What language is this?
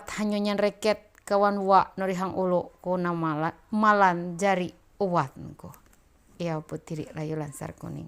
Ma'anyan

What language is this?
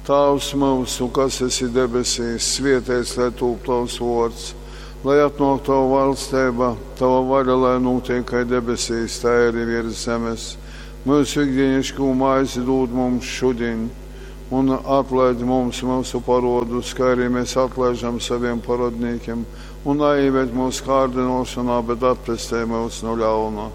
Latgalian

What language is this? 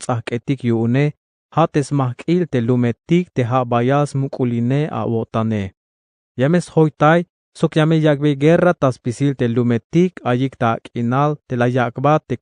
Tzeltal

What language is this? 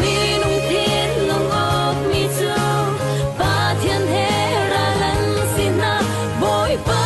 Hakha Chin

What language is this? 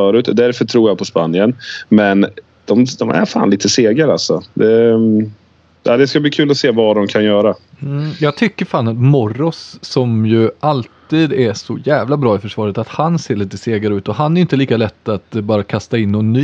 Swedish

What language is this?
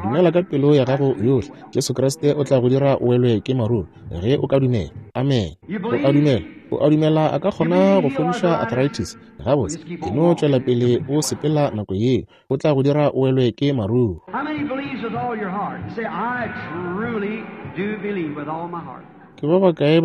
Northern Sotho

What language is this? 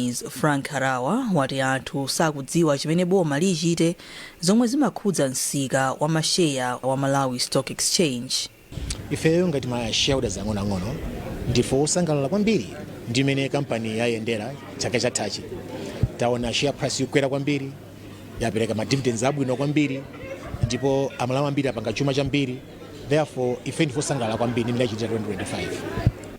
Nyanja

